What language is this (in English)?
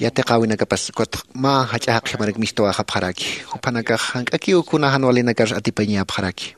Aymara